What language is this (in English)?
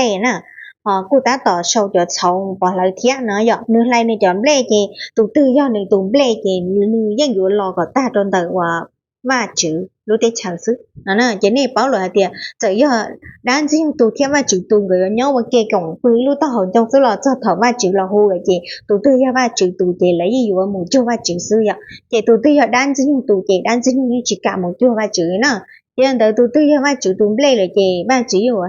Hmong